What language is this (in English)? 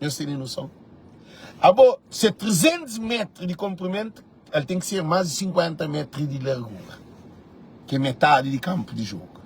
Kabuverdianu